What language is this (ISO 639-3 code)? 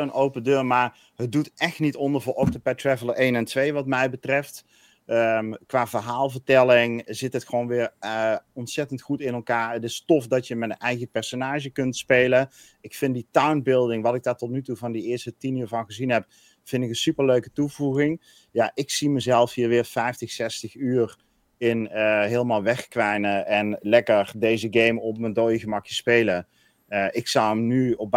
nld